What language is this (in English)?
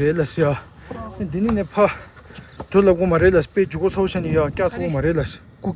Tibetan